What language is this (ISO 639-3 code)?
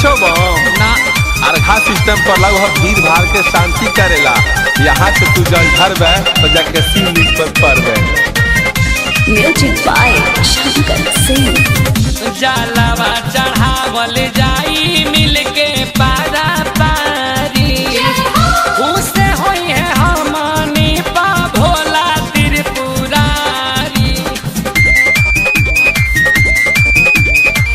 bho